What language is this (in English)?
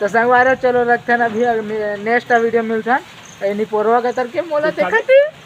Chhattisgarhi